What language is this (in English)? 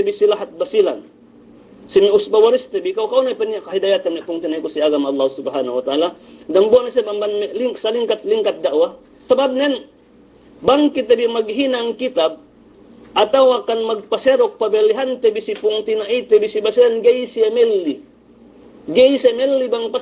Yakan